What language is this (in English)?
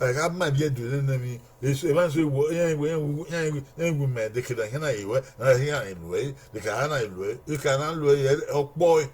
Bini